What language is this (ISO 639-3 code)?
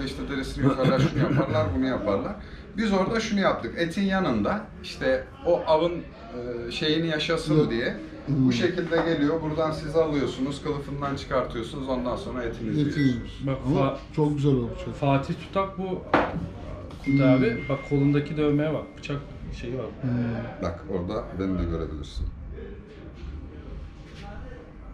tur